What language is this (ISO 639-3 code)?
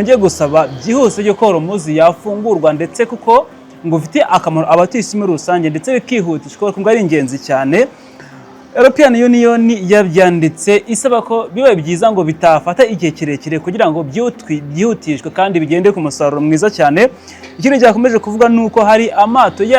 kin